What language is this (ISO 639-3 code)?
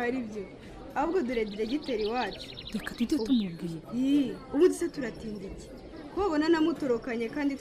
kin